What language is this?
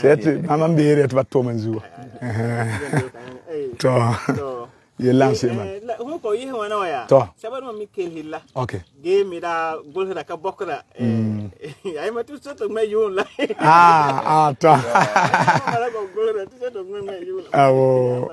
Frafra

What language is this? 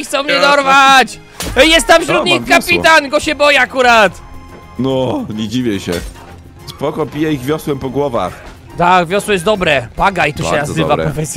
Polish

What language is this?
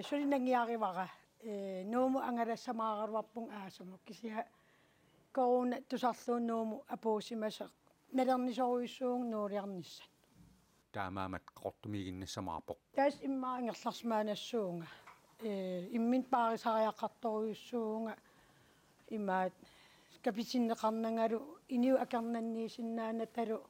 Kalaallisut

